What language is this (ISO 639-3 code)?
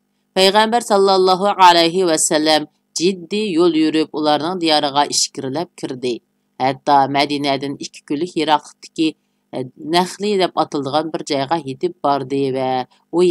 uig